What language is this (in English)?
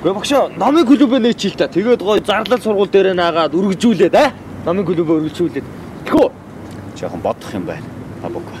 Mongolian